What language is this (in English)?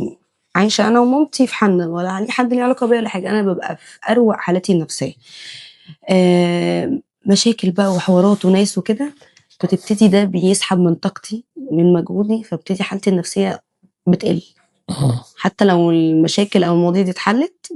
Egyptian Arabic